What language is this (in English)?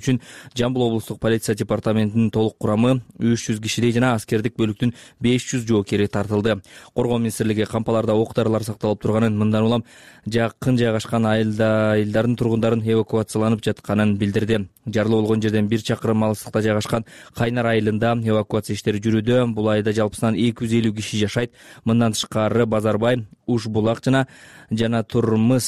Kyrgyz